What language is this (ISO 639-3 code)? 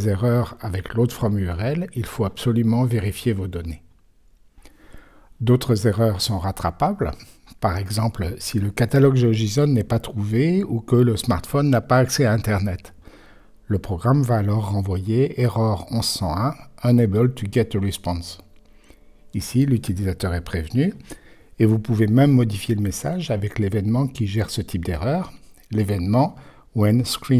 fra